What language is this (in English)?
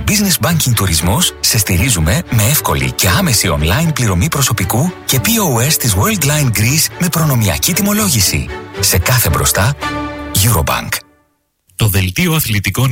Greek